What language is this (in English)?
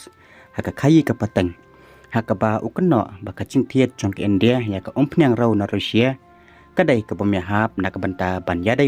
Khasi